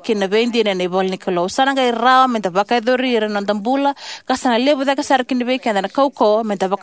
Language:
Fijian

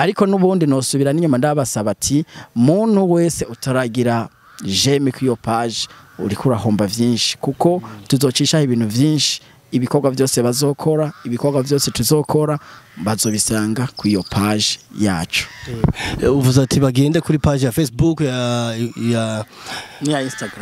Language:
Rundi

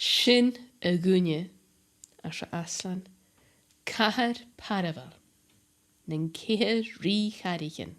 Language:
Scottish Gaelic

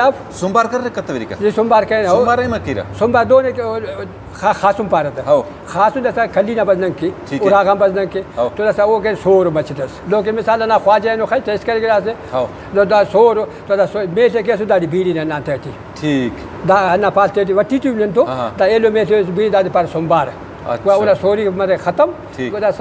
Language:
Brahui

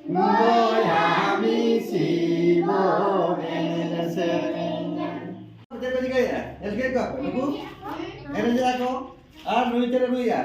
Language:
Santali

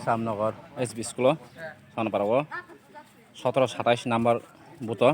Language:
Kok Borok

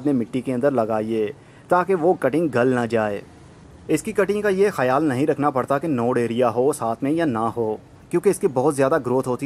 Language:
Hindi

